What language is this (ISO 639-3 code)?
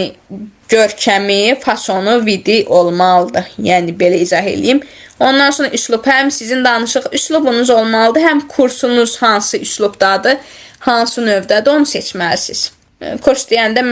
aze